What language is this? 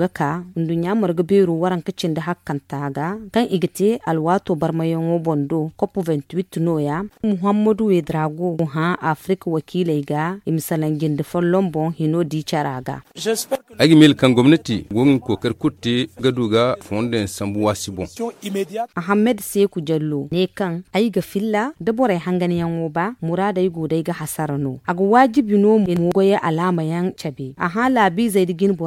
Zarma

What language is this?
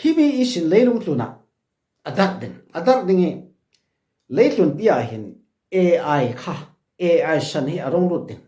Falam Chin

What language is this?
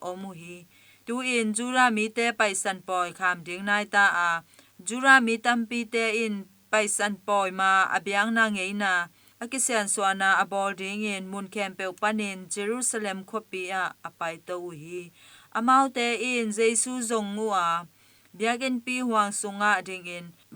Tedim Chin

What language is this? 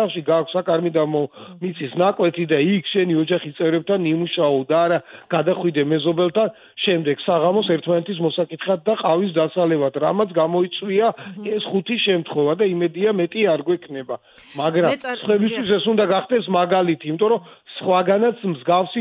Georgian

